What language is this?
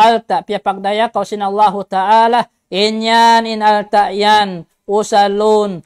Tausug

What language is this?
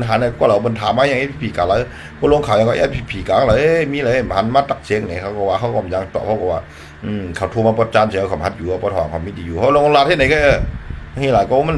Shan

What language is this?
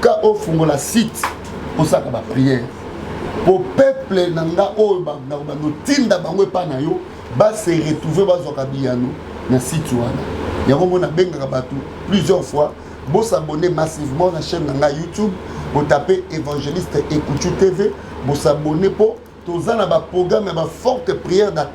Lingala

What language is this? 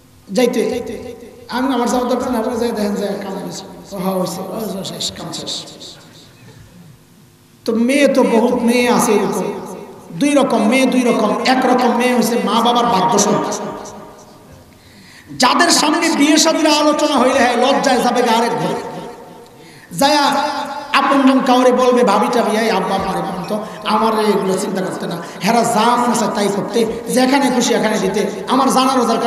Bangla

